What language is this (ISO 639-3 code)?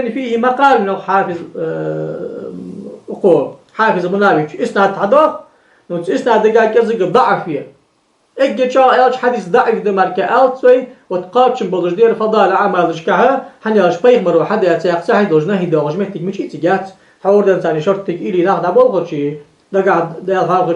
inh